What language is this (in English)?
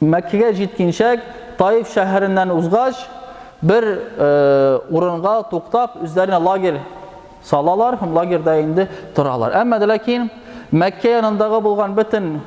Tatar